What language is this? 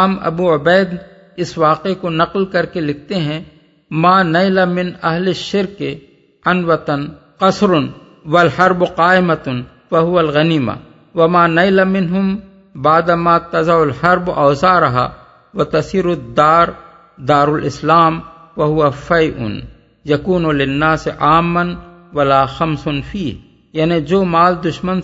Urdu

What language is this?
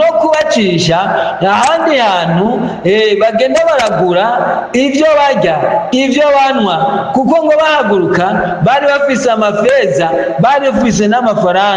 Rundi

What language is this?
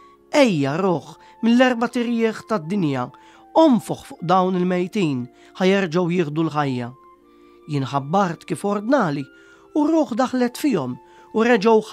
Maltese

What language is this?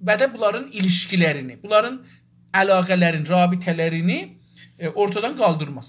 South Azerbaijani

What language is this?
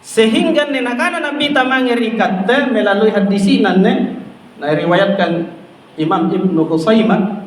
Makasar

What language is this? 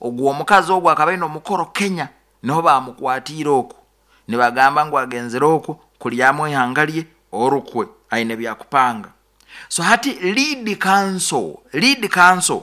Nyoro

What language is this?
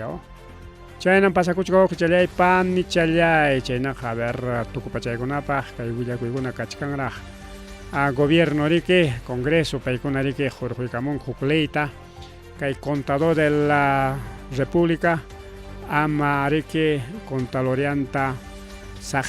Ayacucho Quechua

